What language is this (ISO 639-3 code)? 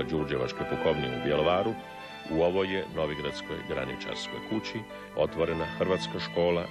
hrv